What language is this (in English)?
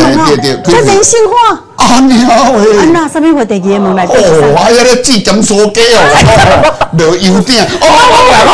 Min Nan Chinese